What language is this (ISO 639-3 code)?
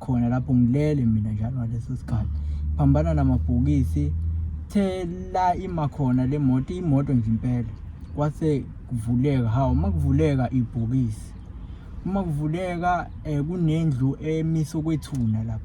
zul